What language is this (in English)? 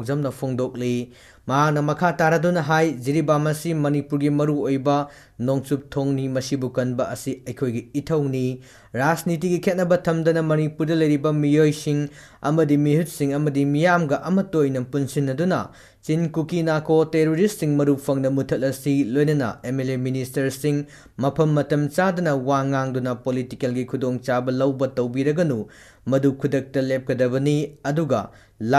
Manipuri